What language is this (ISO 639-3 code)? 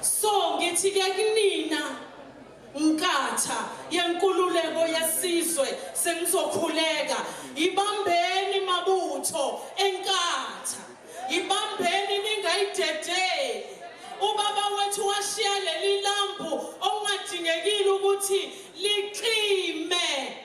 zul